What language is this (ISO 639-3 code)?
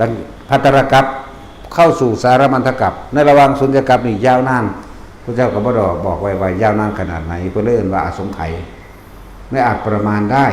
tts